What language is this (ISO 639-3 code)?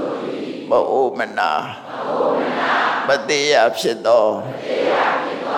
mya